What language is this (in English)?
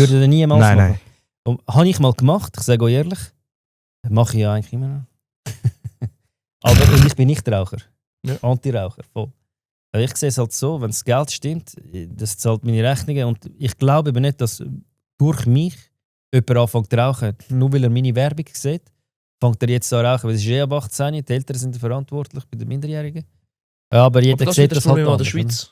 Swiss German